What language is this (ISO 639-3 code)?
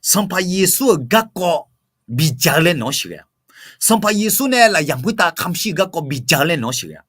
ahk